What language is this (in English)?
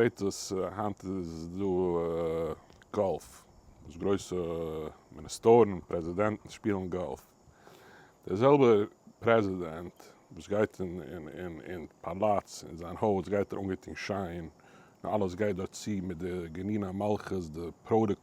Yiddish